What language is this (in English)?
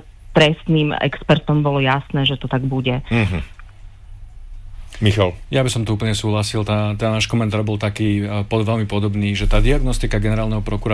Slovak